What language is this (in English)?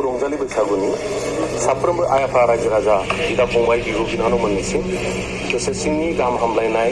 Bodo